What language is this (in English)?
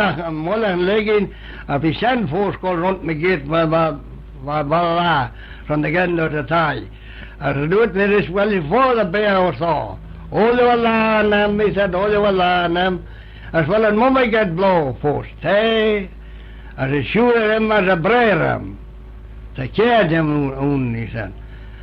Manx